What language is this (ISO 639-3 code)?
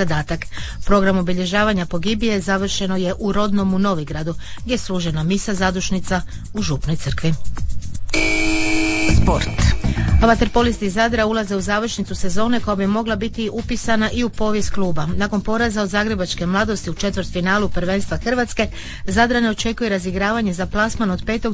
hrv